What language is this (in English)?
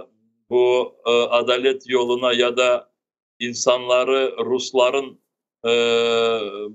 Crimean Tatar